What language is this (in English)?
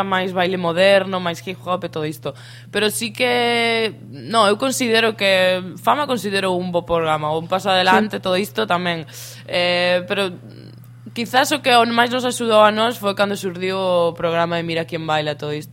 Galician